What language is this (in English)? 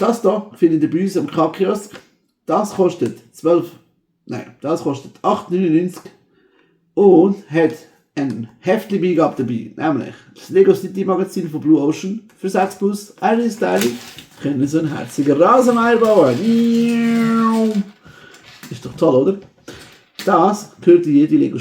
Swiss German